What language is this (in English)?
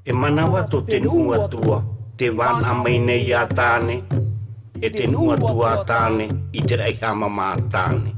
Tahitian